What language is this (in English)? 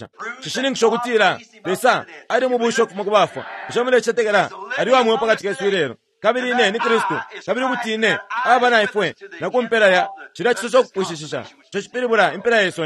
Bemba